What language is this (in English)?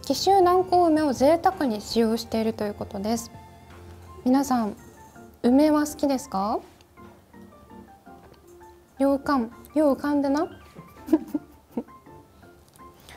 Japanese